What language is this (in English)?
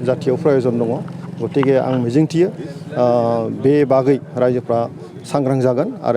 Bodo